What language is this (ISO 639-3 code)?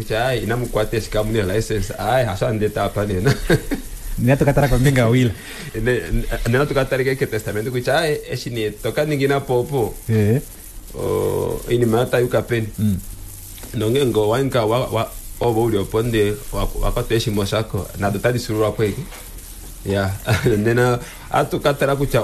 kua